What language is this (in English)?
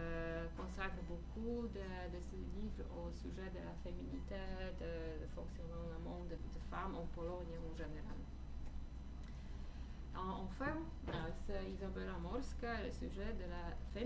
French